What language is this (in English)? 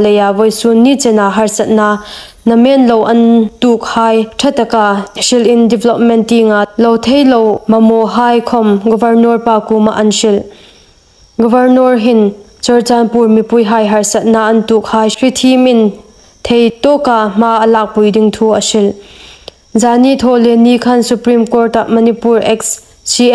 Hmar